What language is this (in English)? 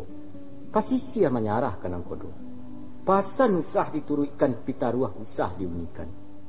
Minangkabau